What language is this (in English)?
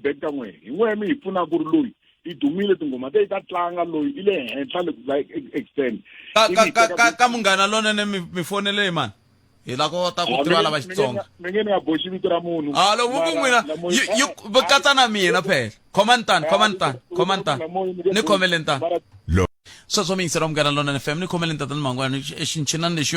Tsonga